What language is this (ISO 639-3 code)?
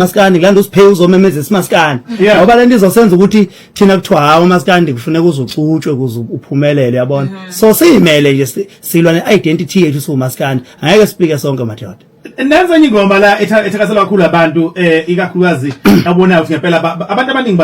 zul